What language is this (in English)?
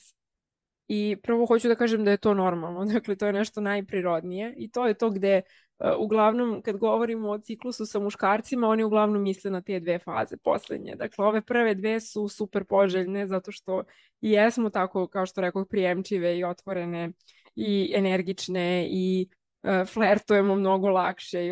Serbian